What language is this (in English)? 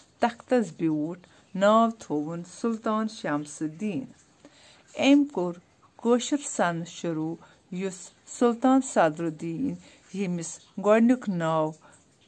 Kashmiri